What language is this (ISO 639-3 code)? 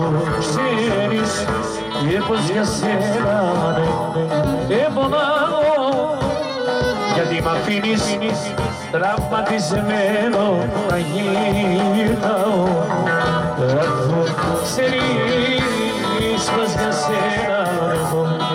ell